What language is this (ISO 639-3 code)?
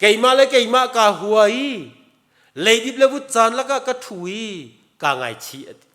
cnh